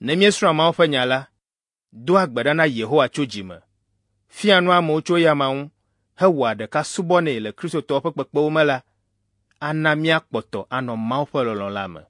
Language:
Ewe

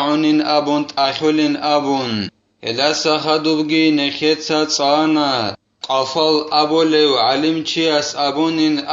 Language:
Avaric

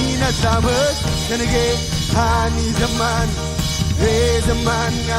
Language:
Marshallese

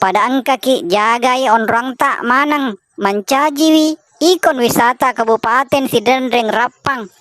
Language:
Buginese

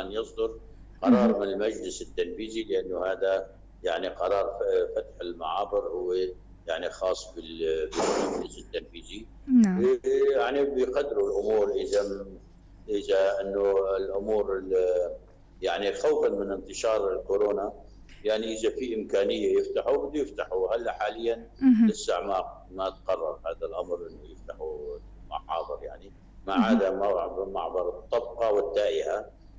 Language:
North Levantine Arabic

